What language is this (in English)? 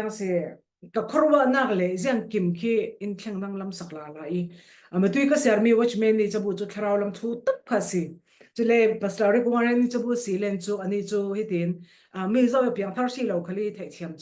Falam Chin